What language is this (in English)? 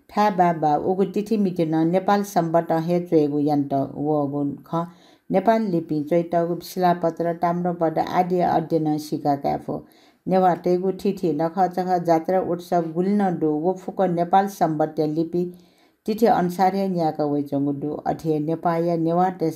Newari